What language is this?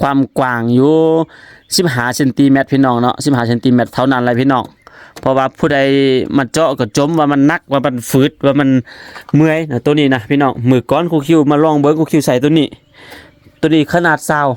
Lao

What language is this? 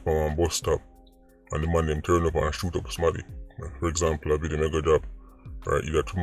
Jamaican Creole English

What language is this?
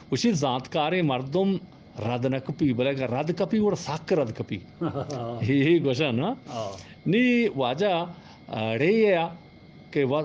Eastern Balochi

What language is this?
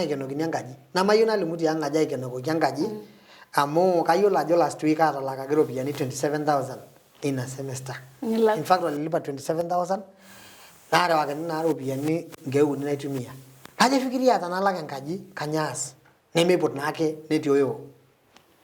Masai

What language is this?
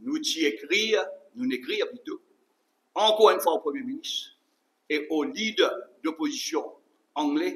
Morisyen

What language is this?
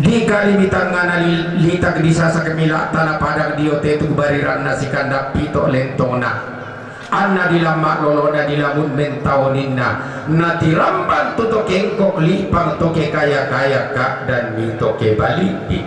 Toraja-Sa'dan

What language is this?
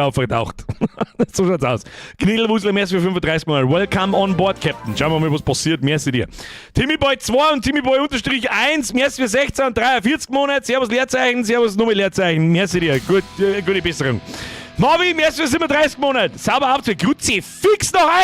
Bavarian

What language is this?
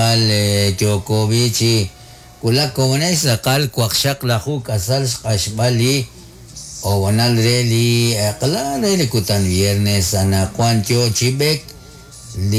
Kekchí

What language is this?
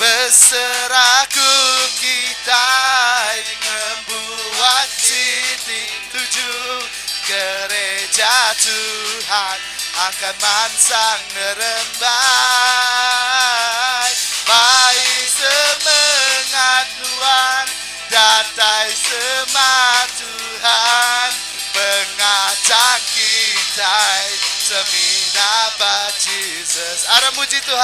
Iban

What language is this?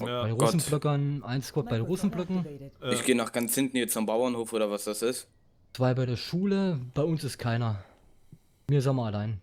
Bavarian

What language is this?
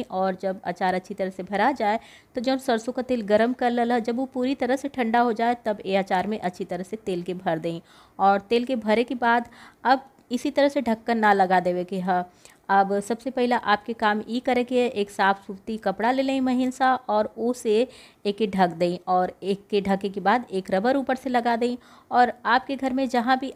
Bhojpuri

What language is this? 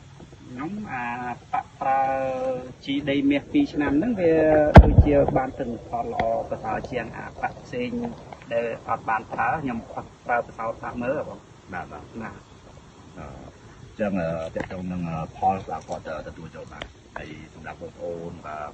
Khmer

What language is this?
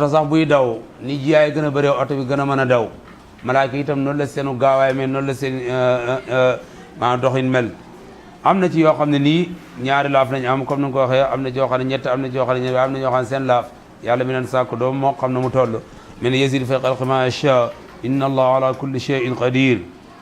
Wolof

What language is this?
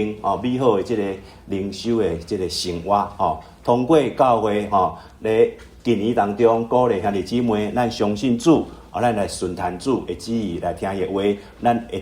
Min Nan Chinese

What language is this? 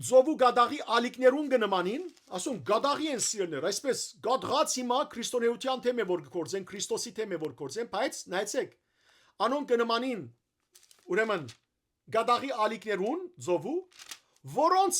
Western Armenian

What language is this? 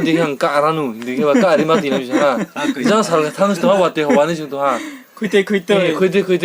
Riang (India)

